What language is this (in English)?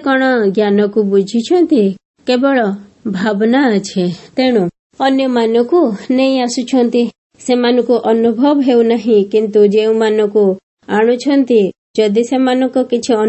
Odia